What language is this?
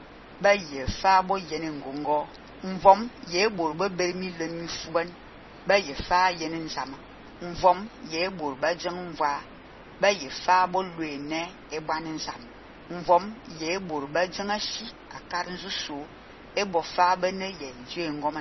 Fang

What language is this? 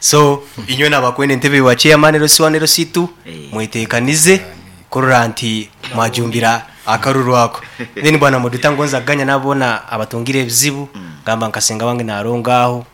Nyankole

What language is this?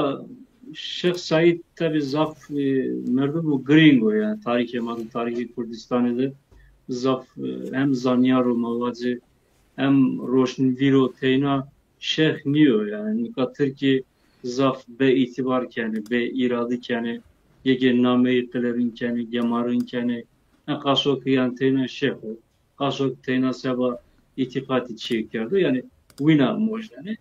Zaza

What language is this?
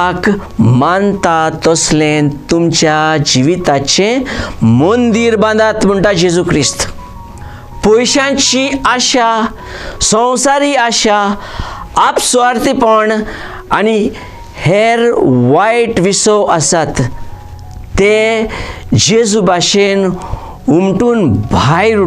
Konkani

